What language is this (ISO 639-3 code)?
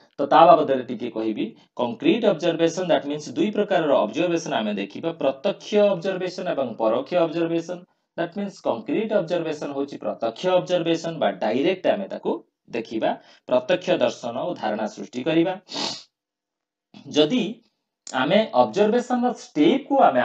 ori